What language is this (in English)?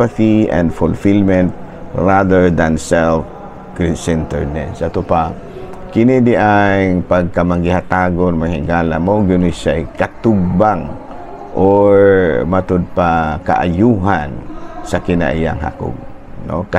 Cebuano